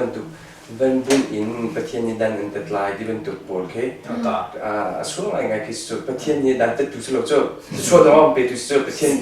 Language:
Hakha Chin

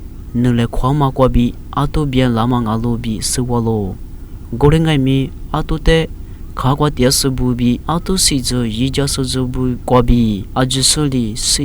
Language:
Lisu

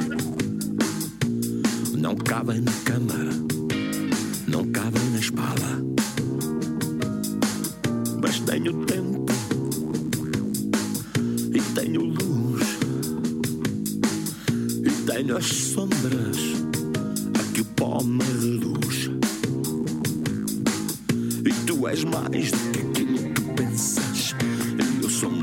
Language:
Portuguese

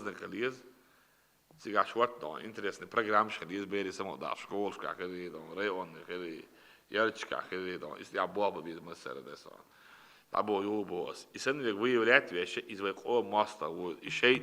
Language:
Chechen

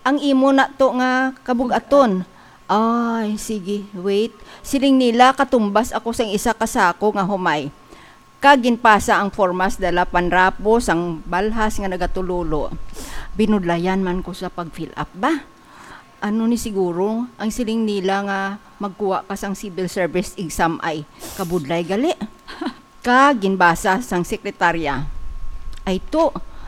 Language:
Hiligaynon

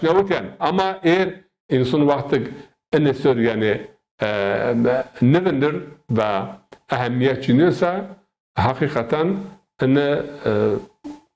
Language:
Zaza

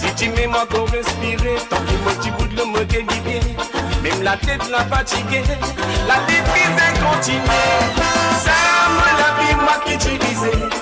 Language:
Morisyen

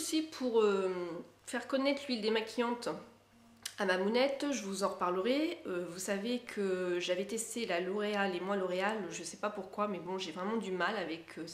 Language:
French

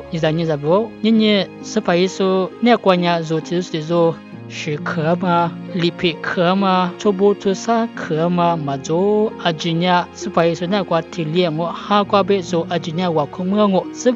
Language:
Lisu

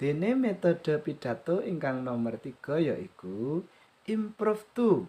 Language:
Javanese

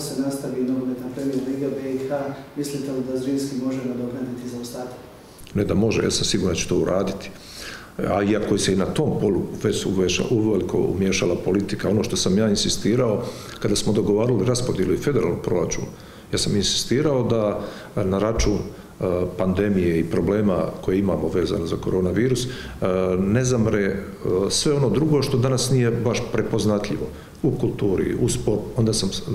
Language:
Croatian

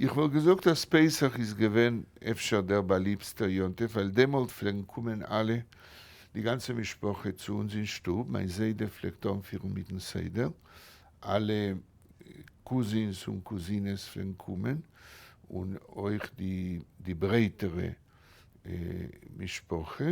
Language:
Yiddish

